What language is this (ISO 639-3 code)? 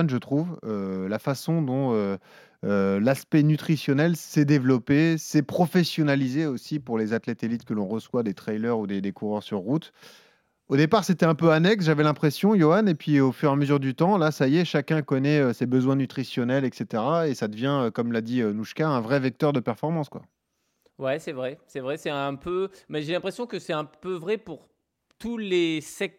fra